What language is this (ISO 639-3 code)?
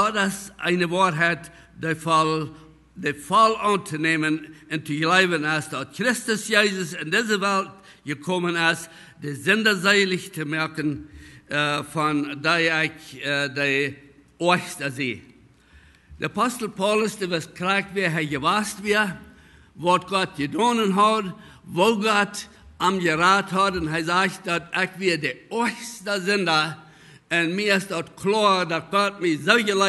pdt